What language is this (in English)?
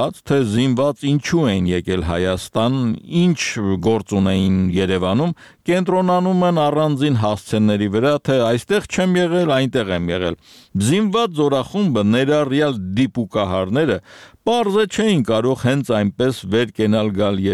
Armenian